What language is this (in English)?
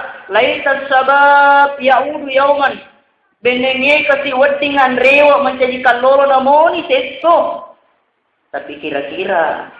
Buginese